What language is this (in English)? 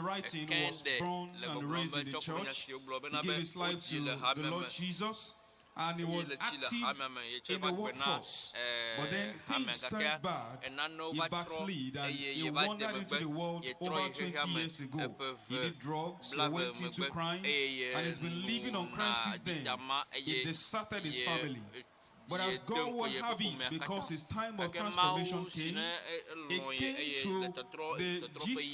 Ewe